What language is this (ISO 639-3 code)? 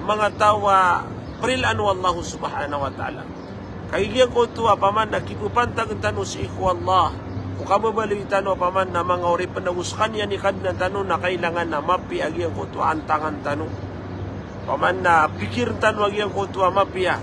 mrw